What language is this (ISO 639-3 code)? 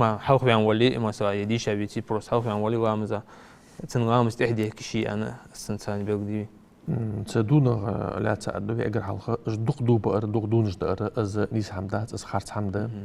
inh